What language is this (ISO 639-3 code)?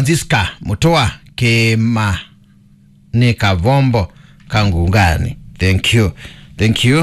kam